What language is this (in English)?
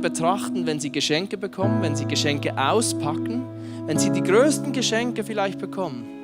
Swiss German